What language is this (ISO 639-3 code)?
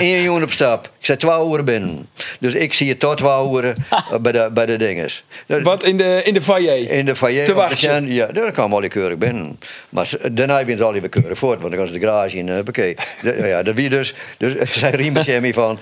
fry